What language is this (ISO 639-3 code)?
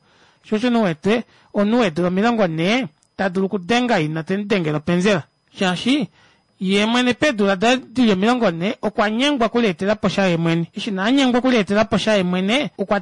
kua